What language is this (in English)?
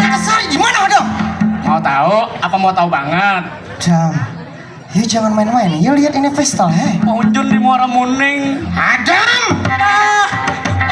Banjar